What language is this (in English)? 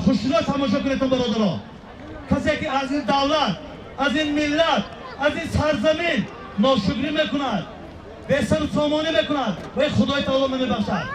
Tajik